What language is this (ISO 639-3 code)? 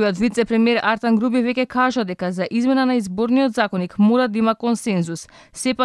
mkd